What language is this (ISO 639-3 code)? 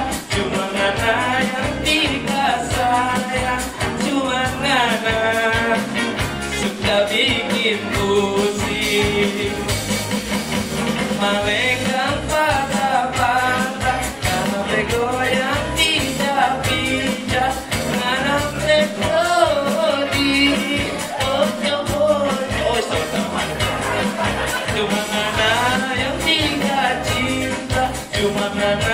ind